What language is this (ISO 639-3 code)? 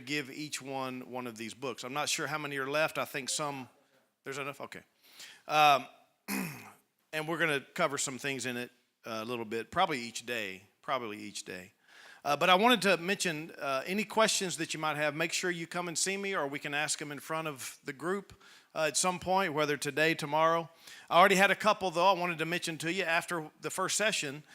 eng